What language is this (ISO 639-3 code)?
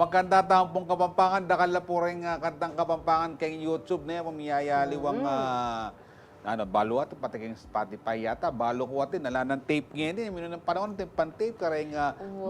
pam